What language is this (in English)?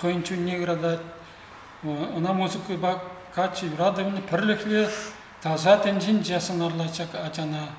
Chuvash